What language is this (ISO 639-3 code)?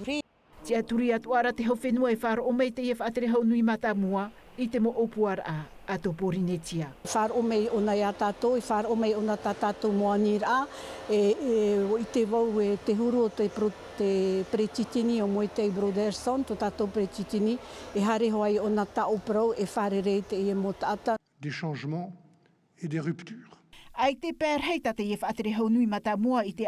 tah